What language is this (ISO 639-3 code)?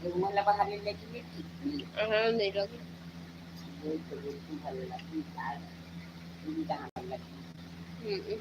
hne